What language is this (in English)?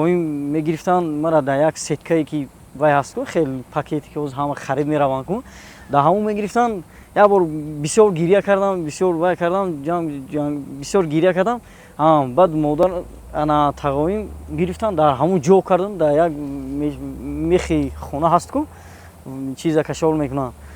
Tajik